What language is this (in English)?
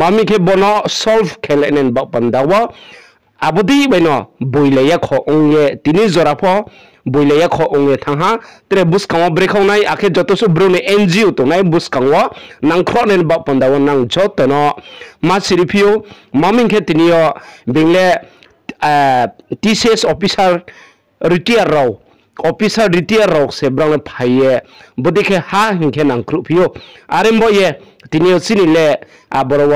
Riang (India)